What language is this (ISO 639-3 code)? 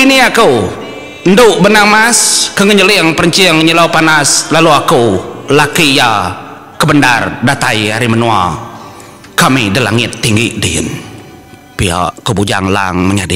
iba